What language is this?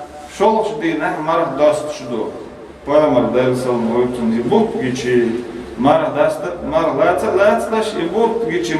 Chechen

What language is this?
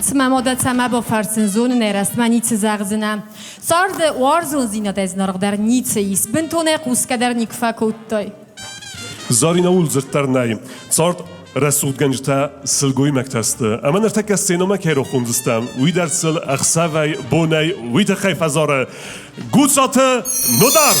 Ossetic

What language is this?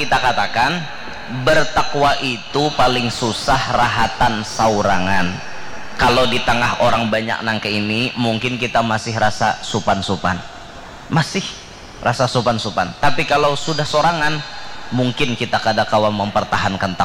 Banjar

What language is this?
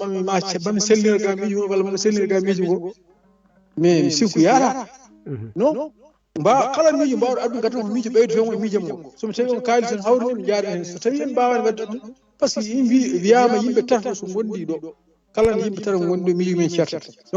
Fula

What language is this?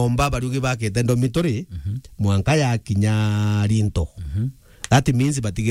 Meru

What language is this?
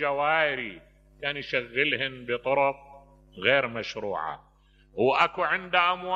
Mesopotamian Arabic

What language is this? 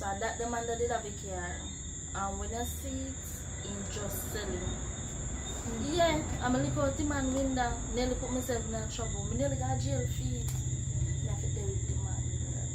Jamaican Creole English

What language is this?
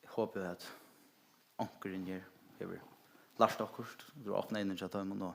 Faroese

